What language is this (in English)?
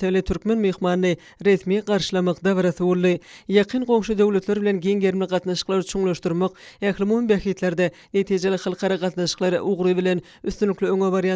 Turkmen